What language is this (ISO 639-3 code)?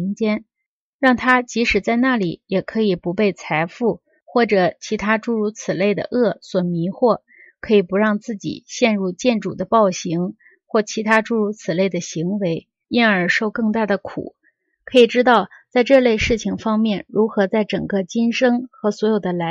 zho